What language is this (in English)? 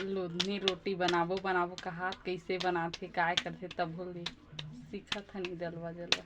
Chhattisgarhi